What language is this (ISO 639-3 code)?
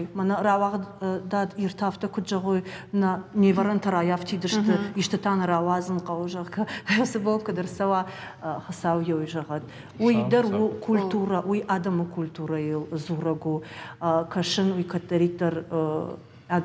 oss